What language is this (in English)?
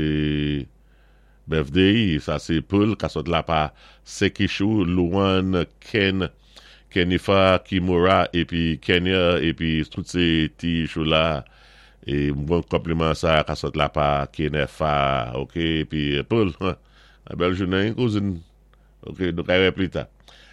Saint Lucian Creole French